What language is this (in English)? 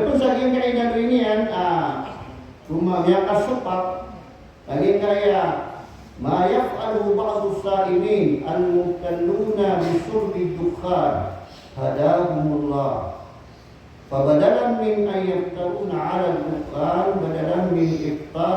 Maranao